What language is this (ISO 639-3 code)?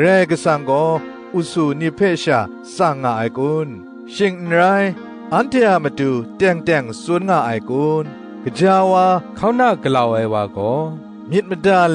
kac